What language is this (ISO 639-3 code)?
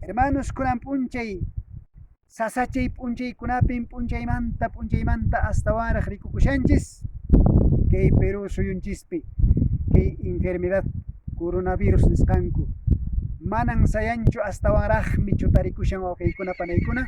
que